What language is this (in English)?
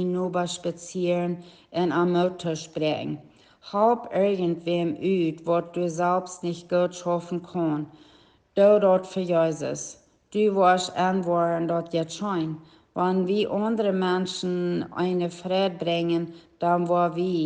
Plautdietsch